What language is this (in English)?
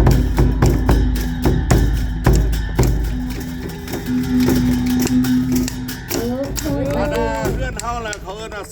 Lao